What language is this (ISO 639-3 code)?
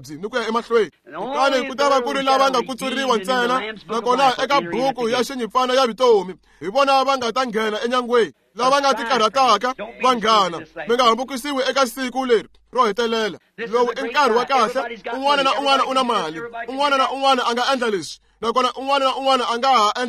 tso